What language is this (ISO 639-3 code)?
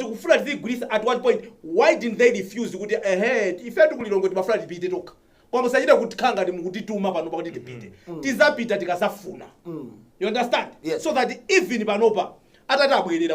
nya